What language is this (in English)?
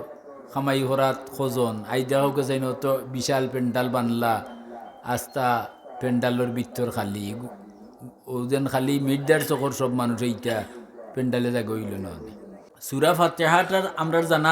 Sylheti